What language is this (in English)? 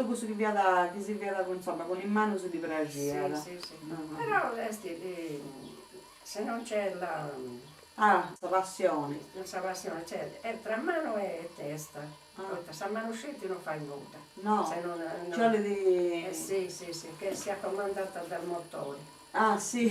Sardinian